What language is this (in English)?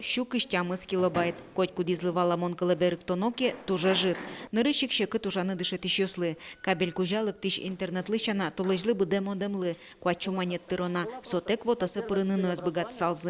Udmurt